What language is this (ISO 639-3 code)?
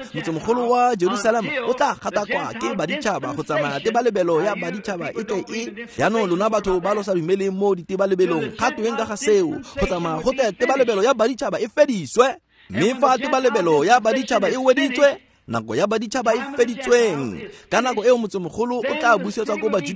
tsn